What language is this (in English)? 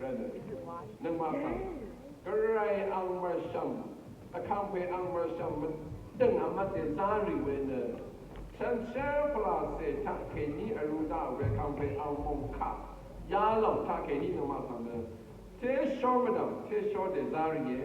Rawang